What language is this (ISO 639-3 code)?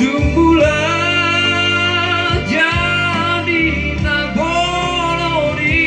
bbc